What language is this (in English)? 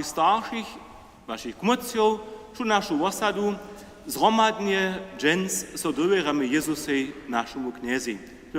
Upper Sorbian